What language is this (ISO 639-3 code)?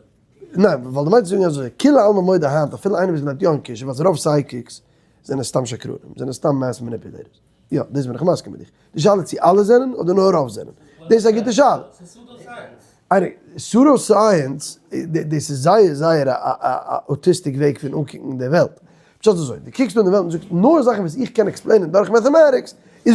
yid